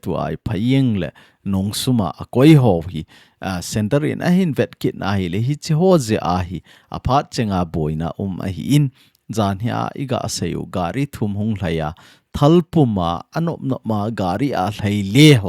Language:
Thado Chin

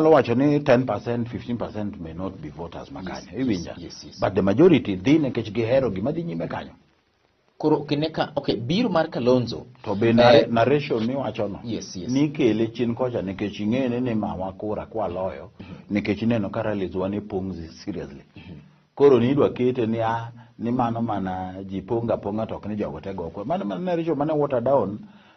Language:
Luo (Kenya and Tanzania)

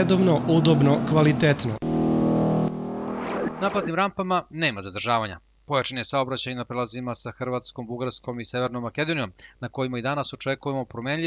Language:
Serbian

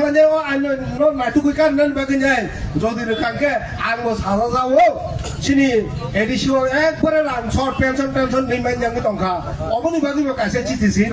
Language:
Kok Borok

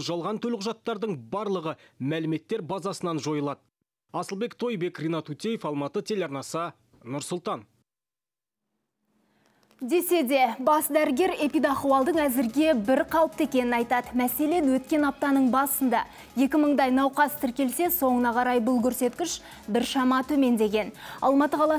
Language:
Kazakh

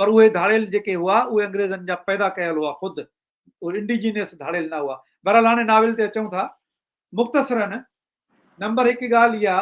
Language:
Sindhi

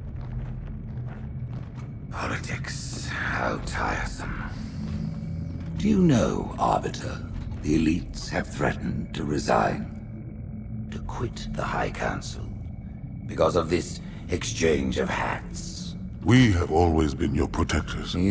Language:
English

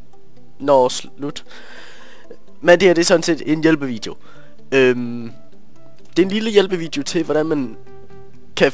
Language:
Danish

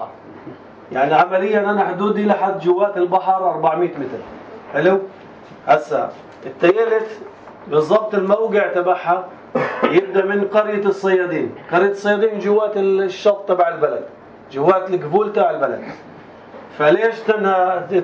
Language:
North Levantine Arabic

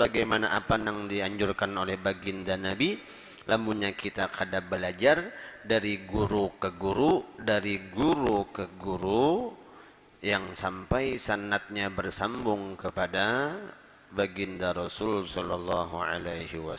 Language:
Banjar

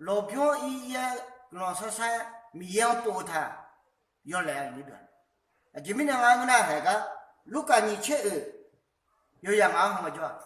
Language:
Akha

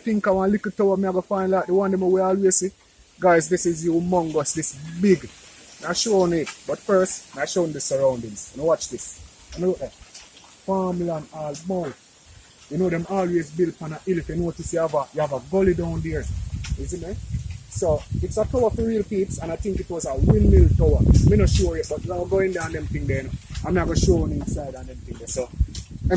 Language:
Jamaican Creole English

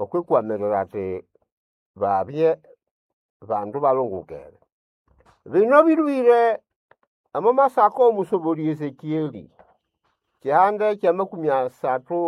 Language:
Nande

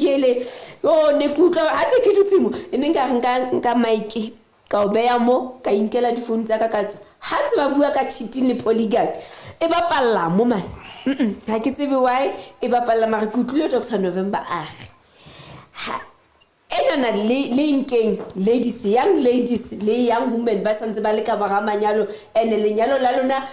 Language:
Southern Sotho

